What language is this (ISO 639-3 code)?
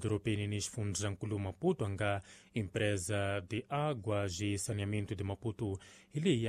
tso